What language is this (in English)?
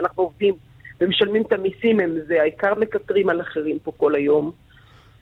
Hebrew